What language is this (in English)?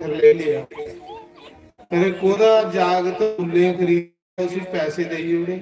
Dogri